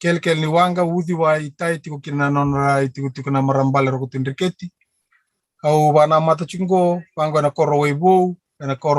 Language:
Fijian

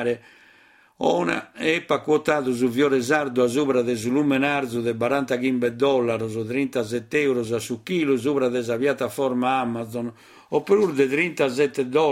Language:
Sardinian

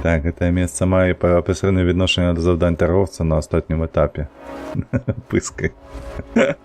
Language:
Belarusian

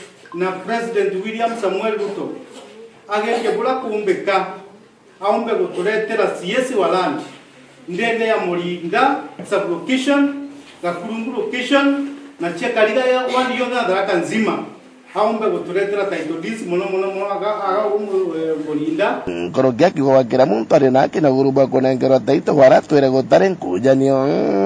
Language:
Meru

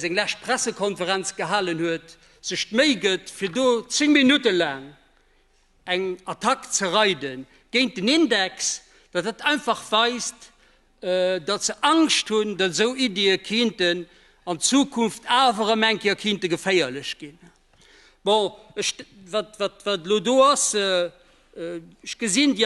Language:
Luxembourgish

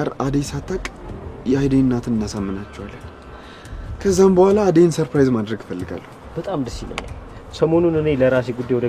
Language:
Amharic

